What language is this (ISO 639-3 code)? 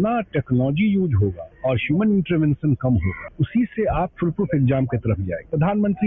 hin